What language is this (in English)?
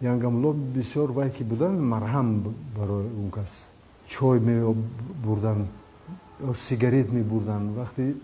Tajik